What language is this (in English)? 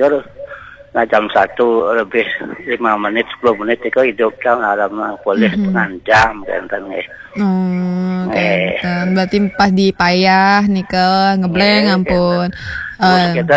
Balinese